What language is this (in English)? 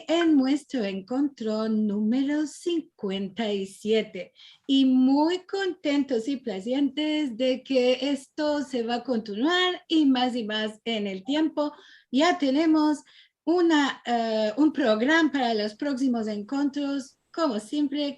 Ladino